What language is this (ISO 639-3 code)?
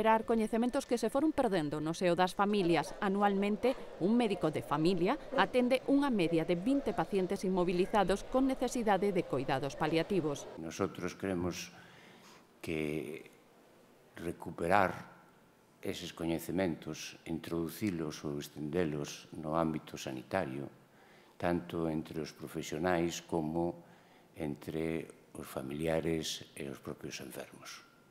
glg